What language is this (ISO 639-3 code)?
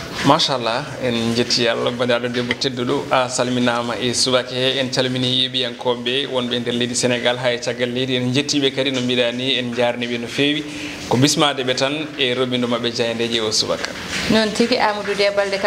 ful